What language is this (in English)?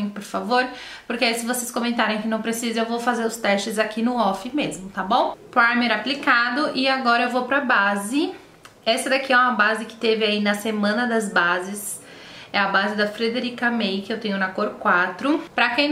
Portuguese